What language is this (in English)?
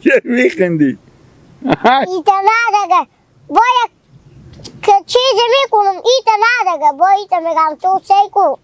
Hazaragi